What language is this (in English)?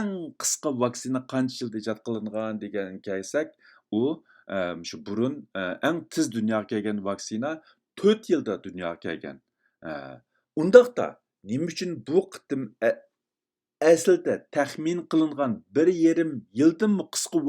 Uyghur